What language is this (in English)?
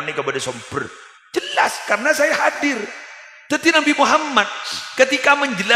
Madurese